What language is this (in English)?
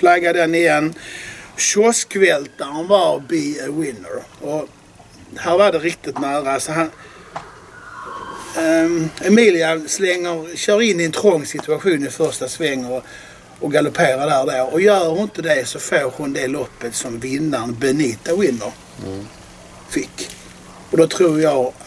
Swedish